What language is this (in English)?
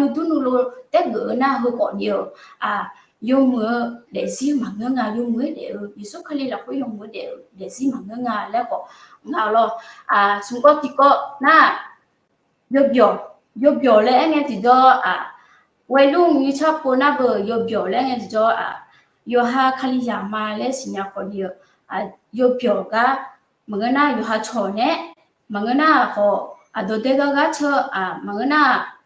Akha